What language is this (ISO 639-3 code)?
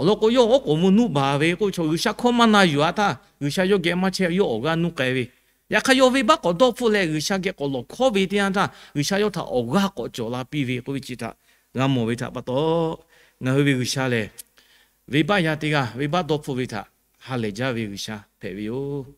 lhu